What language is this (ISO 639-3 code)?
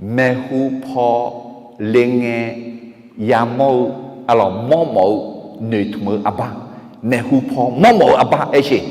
ahk